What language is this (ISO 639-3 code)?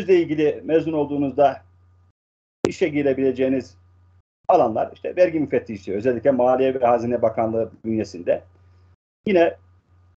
tur